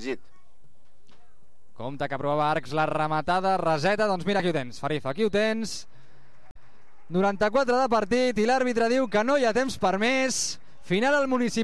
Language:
Catalan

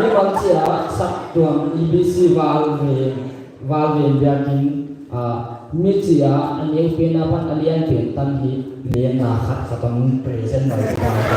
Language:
Paite Chin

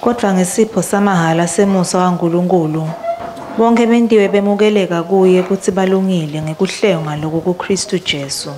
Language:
Swati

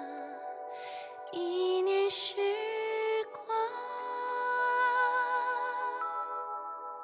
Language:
Chinese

